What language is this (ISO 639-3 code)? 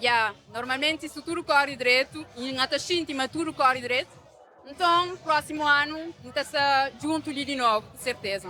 kea